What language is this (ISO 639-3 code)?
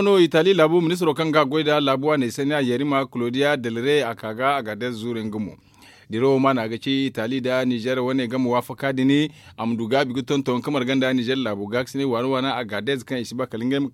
dje